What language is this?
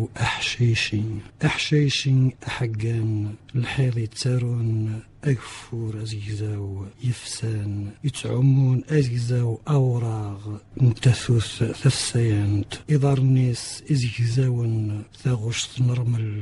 Kabyle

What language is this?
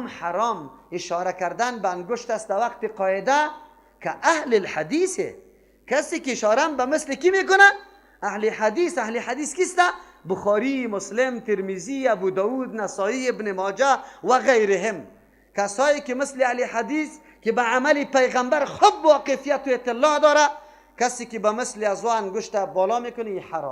Persian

